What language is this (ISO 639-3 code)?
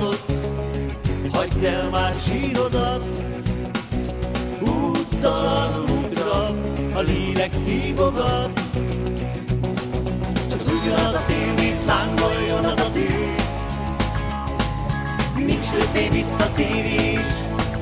hun